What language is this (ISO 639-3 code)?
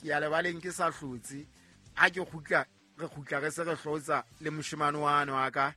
sot